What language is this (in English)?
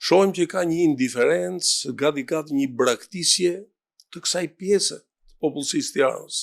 Albanian